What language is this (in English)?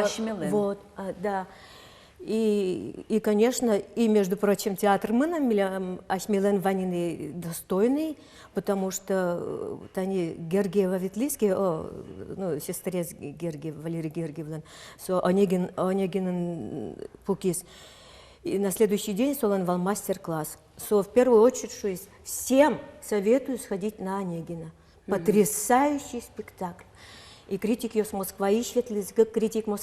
Udmurt